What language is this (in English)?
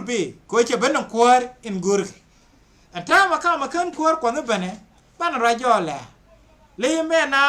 Nuer